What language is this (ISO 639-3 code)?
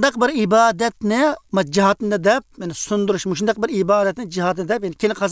uig